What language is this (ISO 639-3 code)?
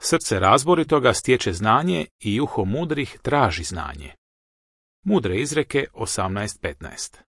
hrv